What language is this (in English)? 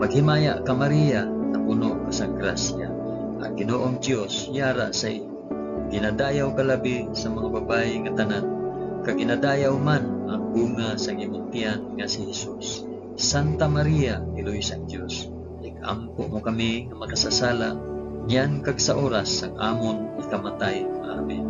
Hiligaynon